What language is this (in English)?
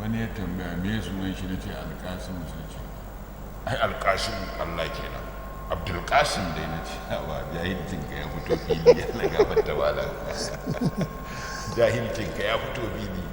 Hausa